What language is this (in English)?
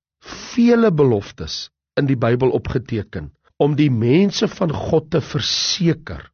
Afrikaans